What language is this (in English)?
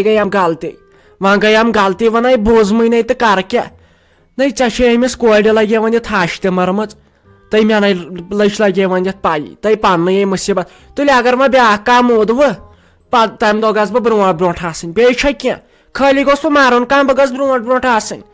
Kashmiri